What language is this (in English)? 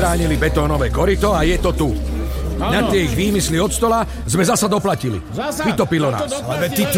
Slovak